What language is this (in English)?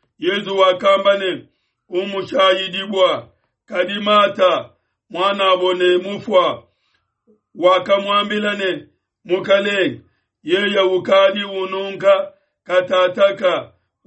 Luba-Lulua